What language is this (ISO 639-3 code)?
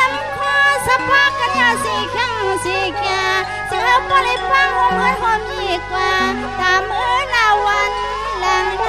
tha